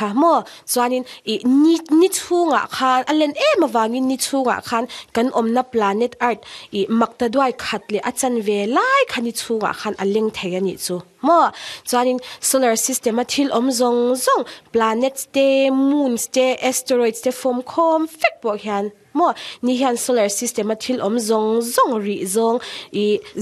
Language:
Mizo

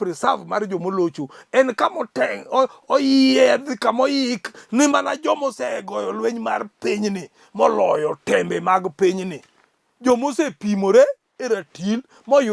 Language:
Luo (Kenya and Tanzania)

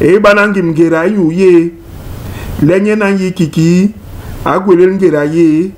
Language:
Basaa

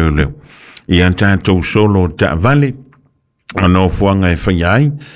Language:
Samoan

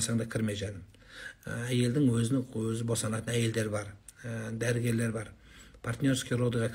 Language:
Kazakh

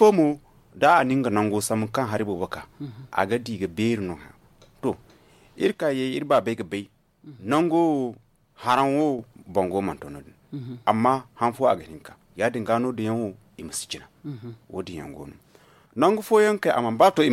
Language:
Zarma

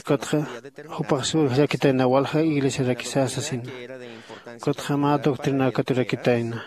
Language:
Aymara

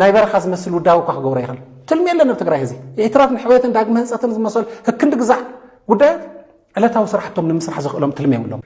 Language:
Tigrinya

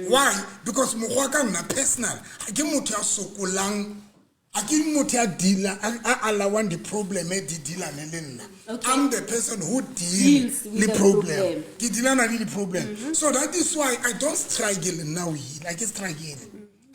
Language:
Southern Sotho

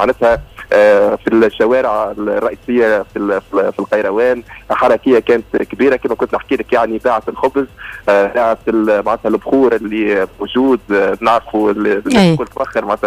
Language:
Tunisian Arabic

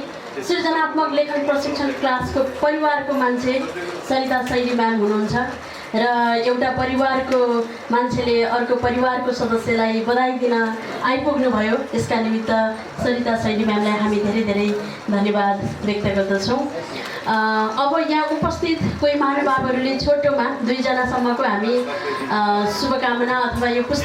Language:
Nepali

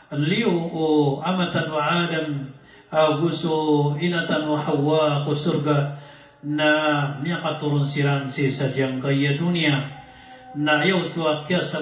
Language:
Maranao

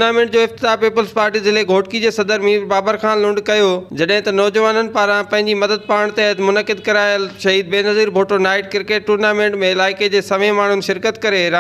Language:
Sindhi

